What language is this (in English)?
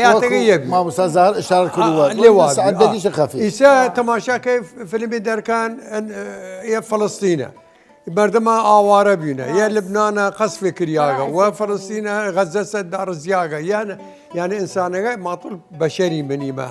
Southern Kurdish